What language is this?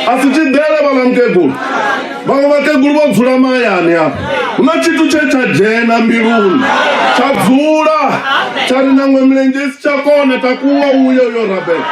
Venda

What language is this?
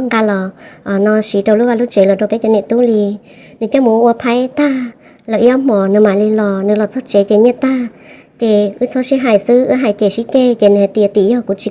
Hmong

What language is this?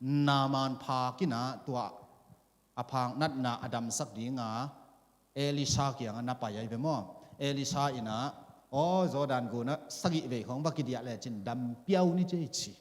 Tedim Chin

